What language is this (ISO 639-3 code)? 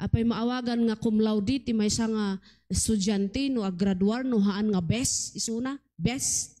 ilo